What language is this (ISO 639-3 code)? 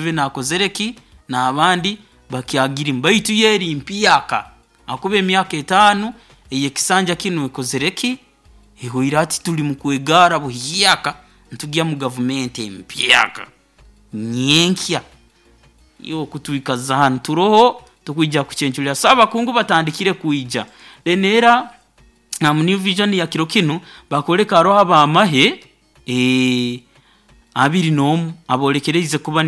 nyo